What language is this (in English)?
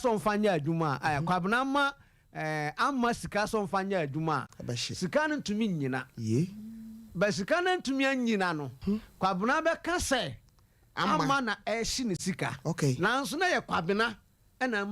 Akan